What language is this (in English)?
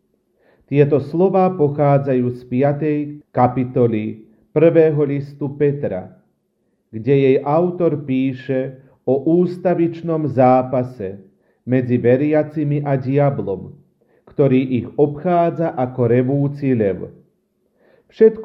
Slovak